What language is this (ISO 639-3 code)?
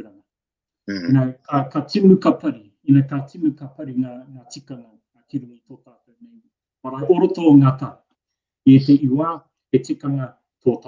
mri